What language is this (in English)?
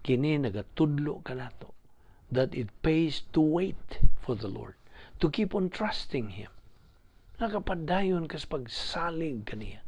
Cebuano